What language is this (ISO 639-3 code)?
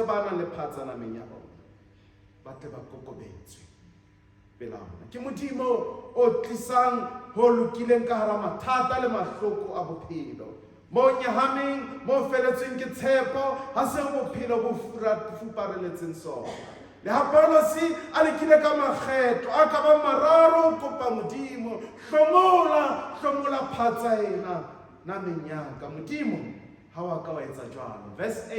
sot